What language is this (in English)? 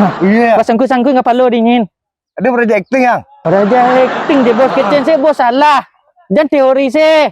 Minangkabau